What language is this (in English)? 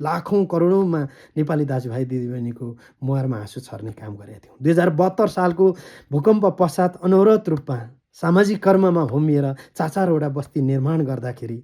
Nepali